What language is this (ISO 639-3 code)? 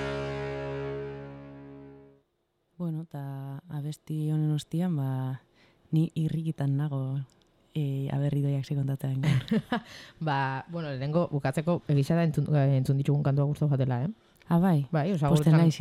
eus